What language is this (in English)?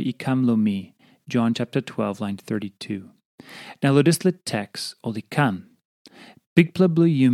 Tok Pisin